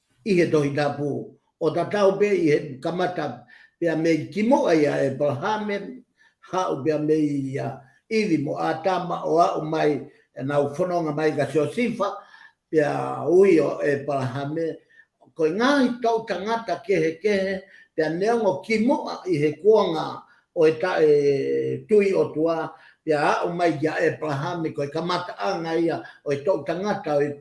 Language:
Tongan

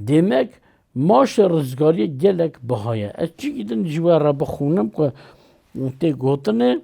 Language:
Kurdish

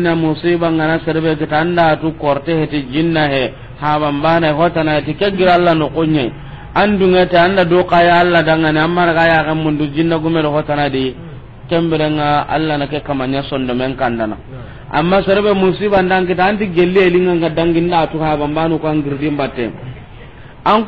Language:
Soninke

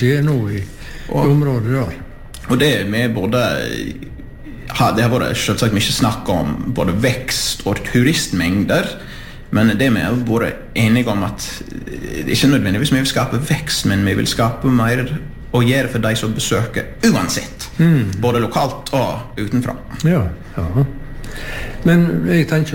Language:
Norwegian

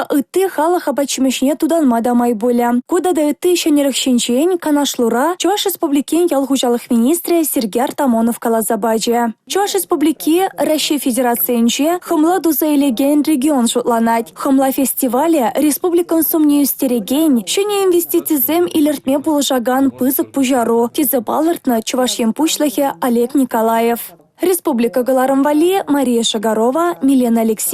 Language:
Chuvash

